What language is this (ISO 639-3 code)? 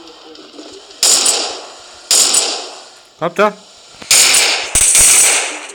hun